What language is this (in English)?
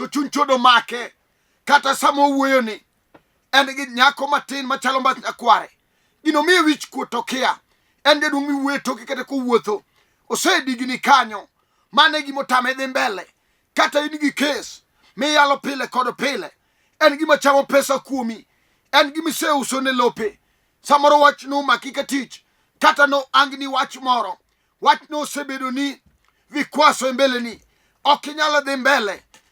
Luo (Kenya and Tanzania)